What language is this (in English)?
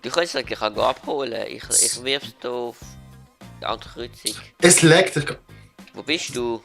Swiss German